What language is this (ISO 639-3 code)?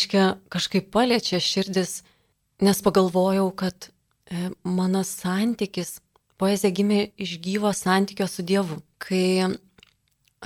lit